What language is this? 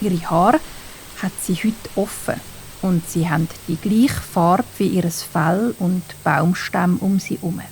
Swiss German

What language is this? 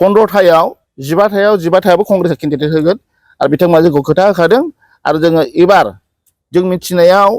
Bodo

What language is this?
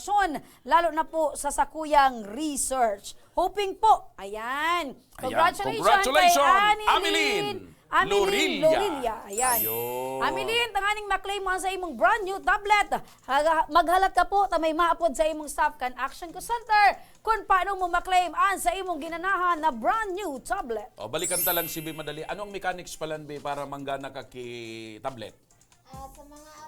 Bikol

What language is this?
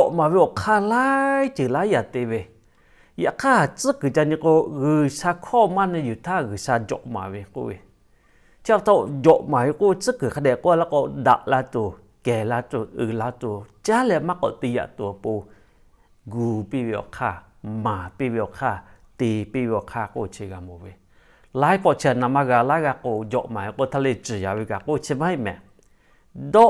Lahu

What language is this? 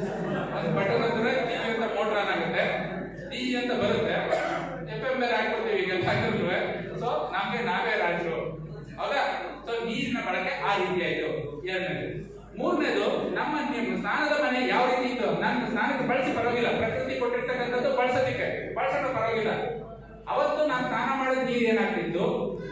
Kannada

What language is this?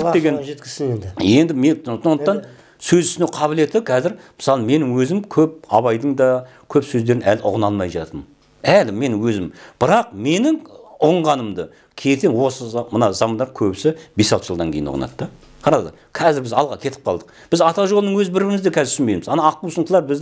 Kazakh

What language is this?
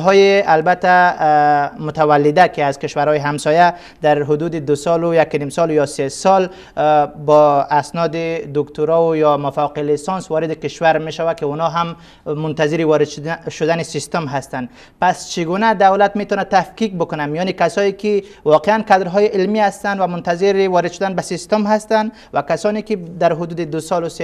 Persian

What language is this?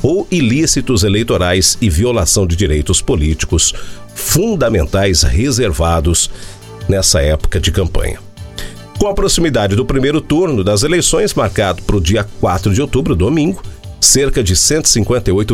Portuguese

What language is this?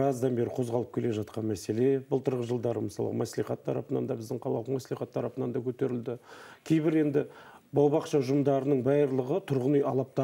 Kazakh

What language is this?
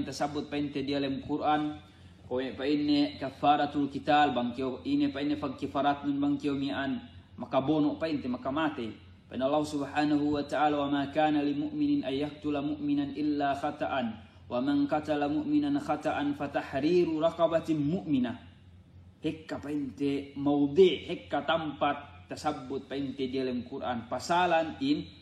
Yakan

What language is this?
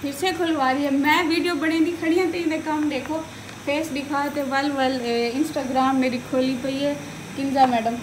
Saraiki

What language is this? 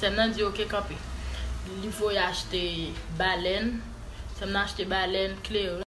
Haitian Creole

